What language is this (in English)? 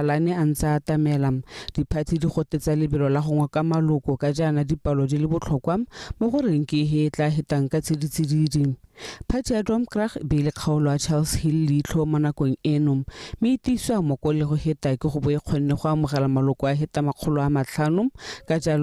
Tswana